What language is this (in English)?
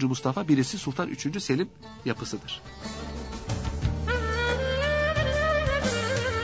Turkish